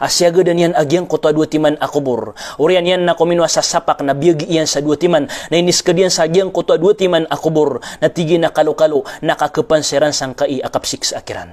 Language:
Maranao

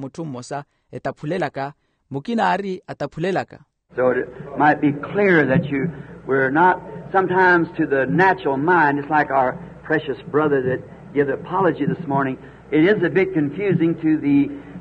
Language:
Makhuwa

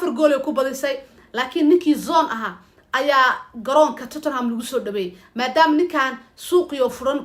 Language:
Somali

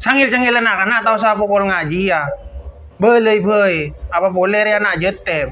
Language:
Madurese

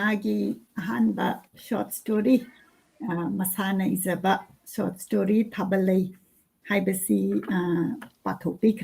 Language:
Manipuri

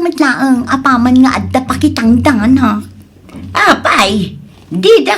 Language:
Iloko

